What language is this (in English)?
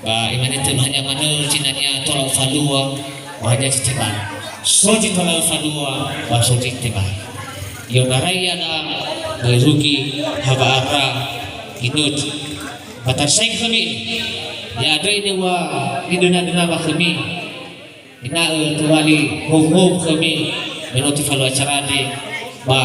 Nias